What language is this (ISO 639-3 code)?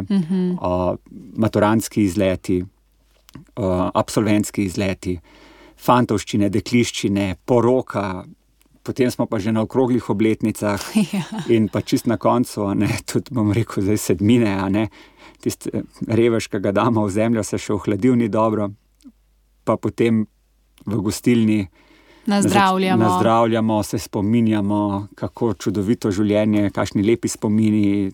slv